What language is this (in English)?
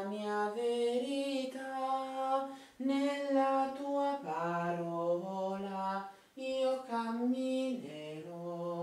Italian